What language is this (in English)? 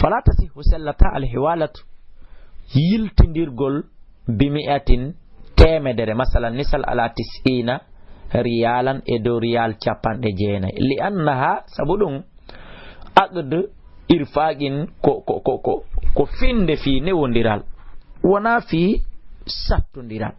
Fula